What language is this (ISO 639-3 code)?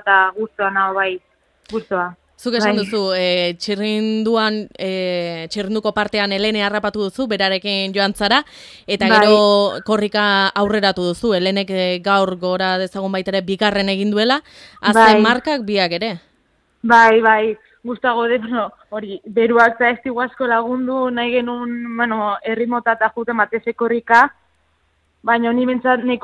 eus